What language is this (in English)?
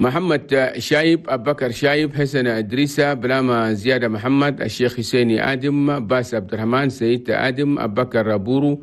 Chadian Arabic